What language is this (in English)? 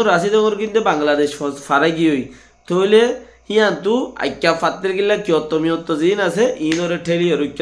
Rohingya